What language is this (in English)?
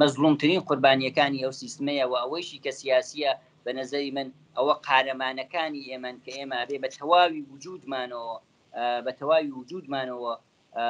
Central Kurdish